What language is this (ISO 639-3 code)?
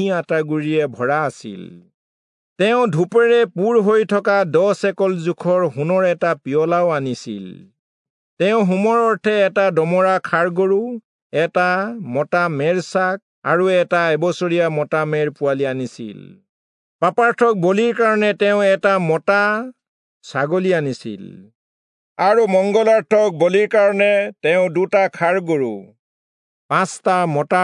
asm